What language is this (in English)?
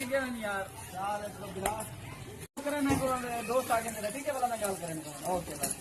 Saraiki